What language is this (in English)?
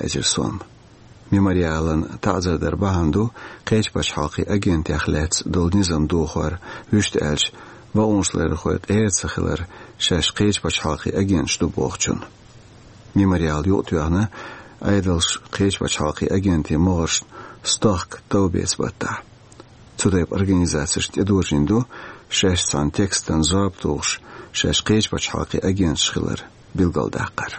Chechen